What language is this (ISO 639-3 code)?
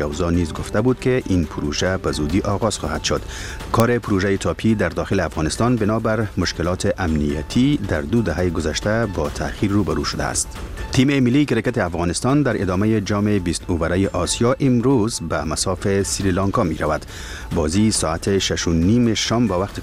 fas